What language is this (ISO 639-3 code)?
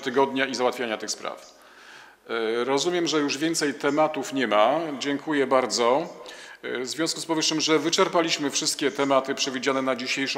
pol